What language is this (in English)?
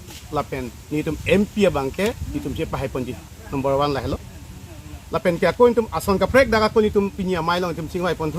Karbi